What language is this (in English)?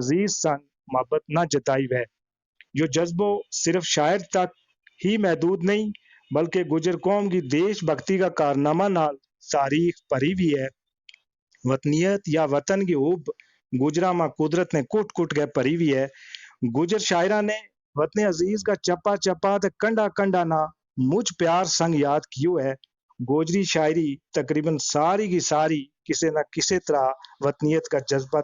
Gujari